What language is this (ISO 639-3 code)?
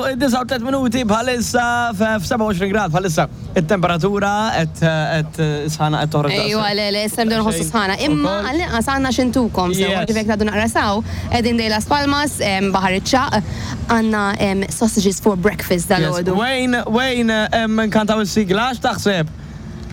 mlt